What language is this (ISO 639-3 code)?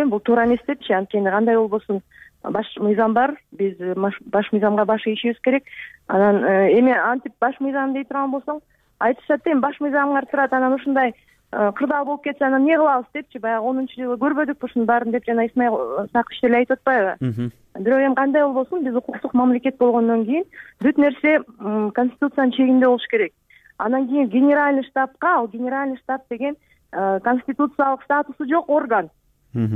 kir